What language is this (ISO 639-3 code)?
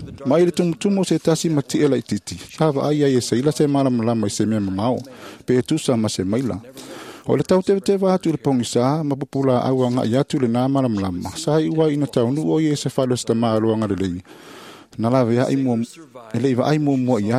smo